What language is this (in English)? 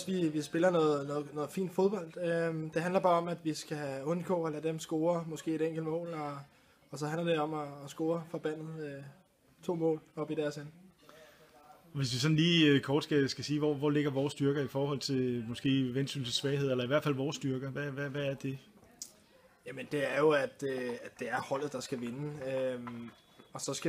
Danish